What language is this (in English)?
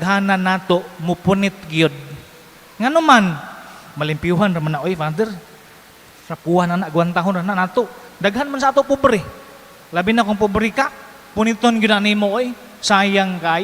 Cebuano